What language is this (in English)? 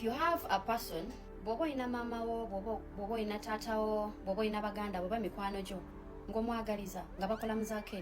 Ganda